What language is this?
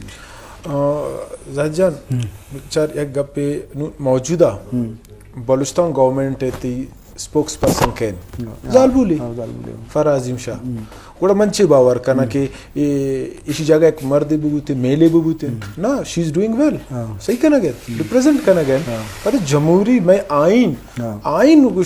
Eastern Balochi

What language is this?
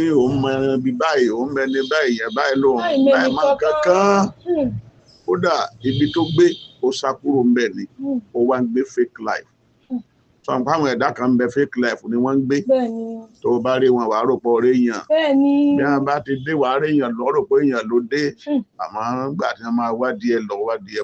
Yoruba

